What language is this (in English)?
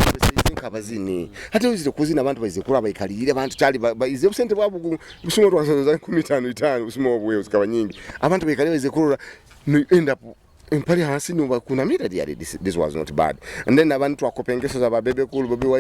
Nyoro